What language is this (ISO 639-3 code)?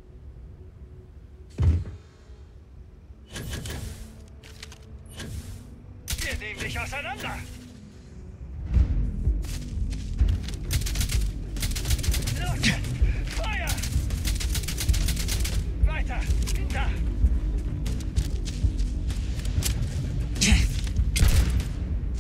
deu